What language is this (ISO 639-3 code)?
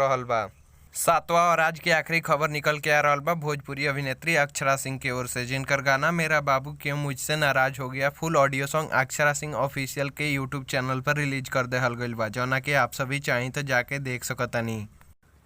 bho